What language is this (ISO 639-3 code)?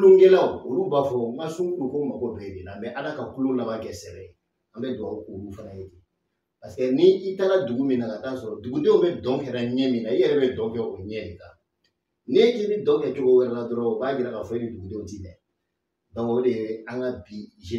bam